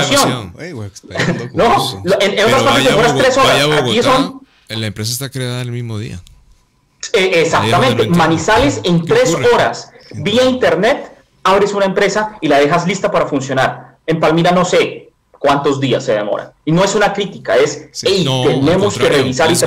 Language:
Spanish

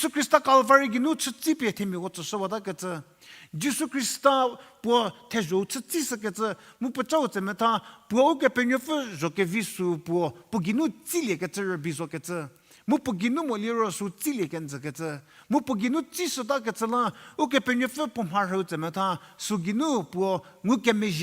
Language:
Angami Naga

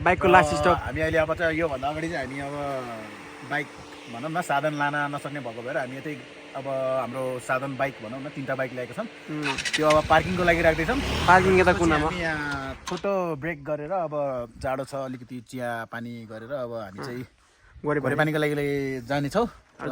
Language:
Nepali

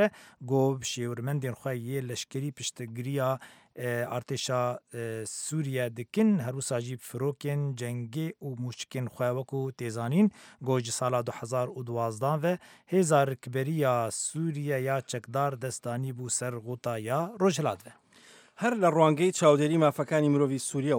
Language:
Kurdish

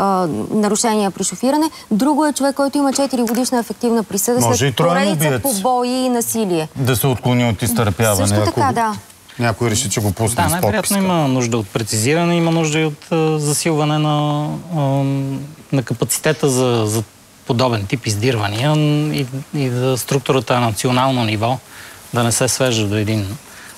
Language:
Bulgarian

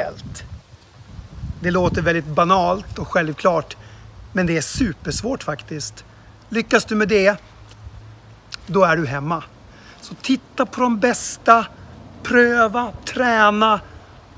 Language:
Swedish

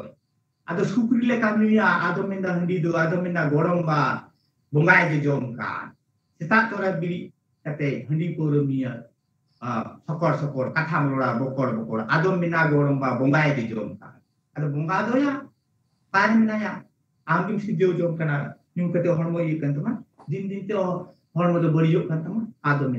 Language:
Santali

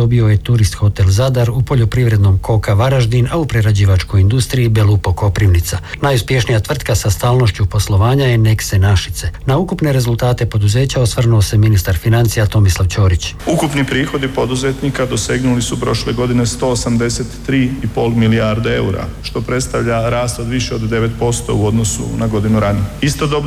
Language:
Croatian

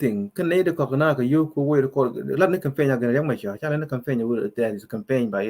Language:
Nuer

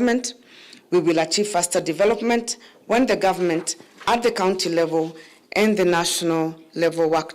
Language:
Kamba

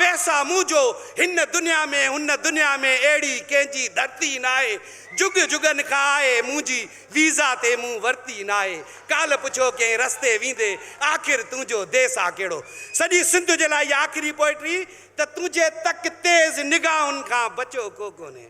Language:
Sindhi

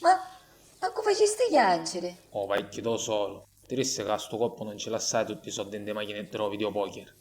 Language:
Sicilian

